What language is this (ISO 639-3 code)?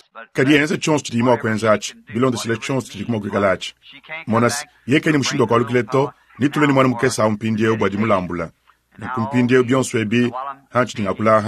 lua